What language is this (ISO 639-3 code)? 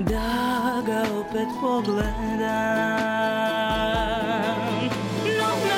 srp